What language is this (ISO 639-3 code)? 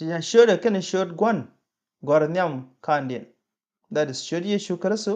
nus